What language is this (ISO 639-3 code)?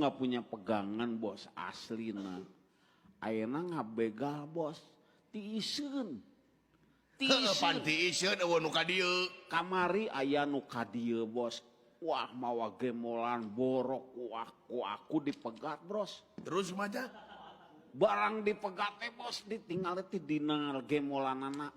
sun